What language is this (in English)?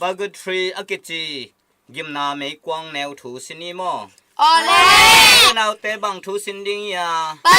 Tedim Chin